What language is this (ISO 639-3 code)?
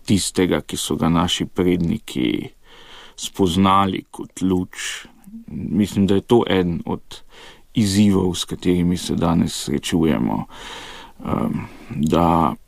slv